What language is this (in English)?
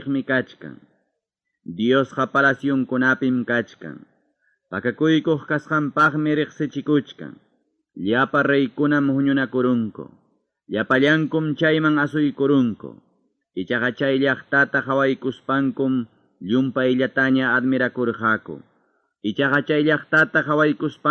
Ayacucho Quechua